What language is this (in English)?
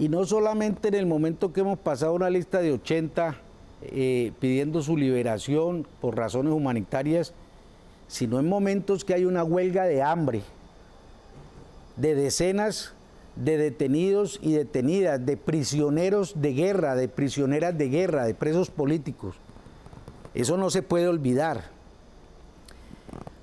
Spanish